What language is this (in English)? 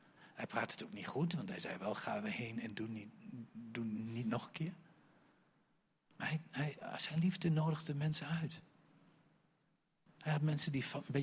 Dutch